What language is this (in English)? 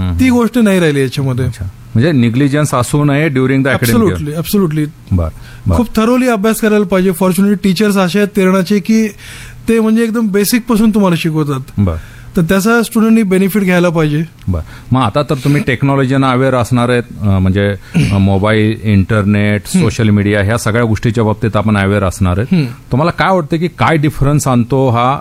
Marathi